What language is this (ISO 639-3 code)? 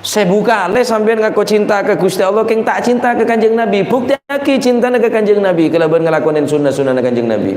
mad